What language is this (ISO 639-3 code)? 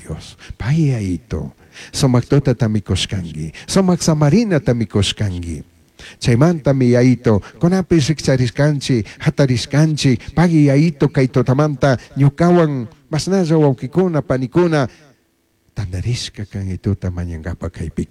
qug